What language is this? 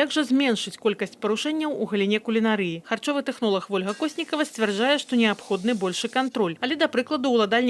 Belarusian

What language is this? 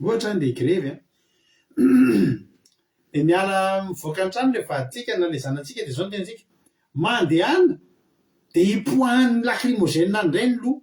Malagasy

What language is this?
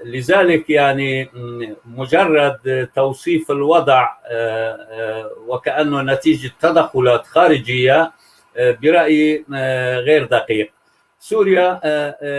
North Levantine Arabic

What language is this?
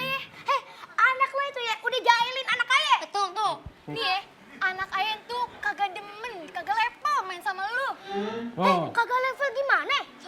Betawi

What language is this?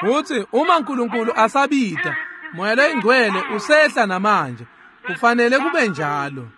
Swati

